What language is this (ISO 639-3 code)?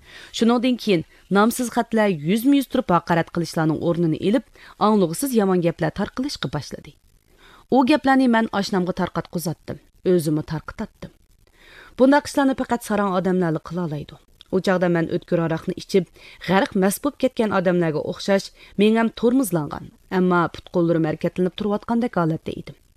uig